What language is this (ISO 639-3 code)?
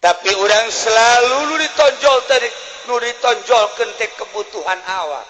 sun